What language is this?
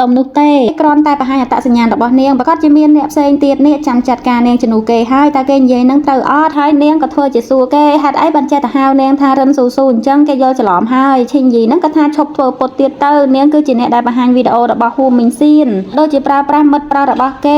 Khmer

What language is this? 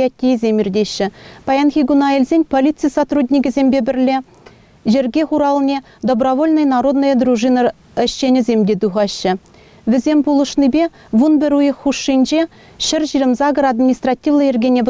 Chuvash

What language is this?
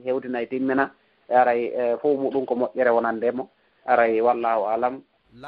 Fula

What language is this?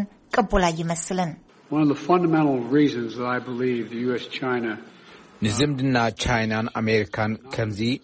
Tigrinya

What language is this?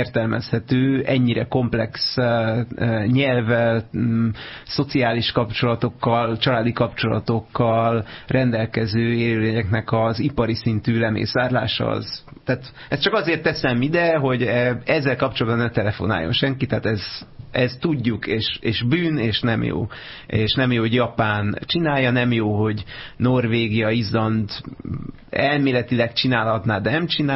Hungarian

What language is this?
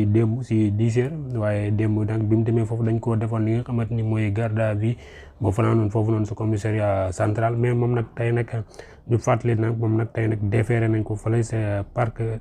Wolof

